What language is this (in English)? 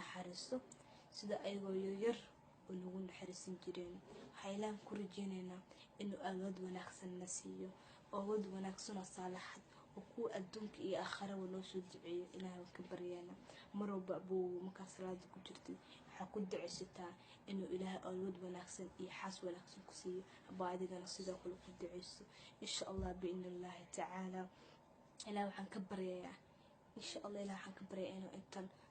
Somali